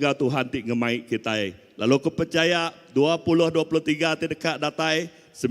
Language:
Iban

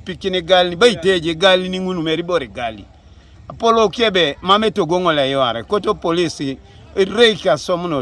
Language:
Teso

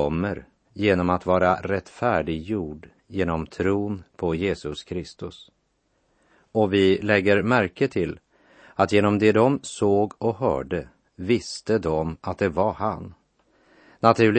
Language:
Swedish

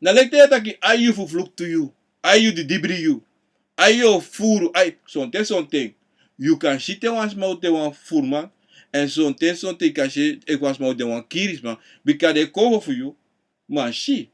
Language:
Sranan Tongo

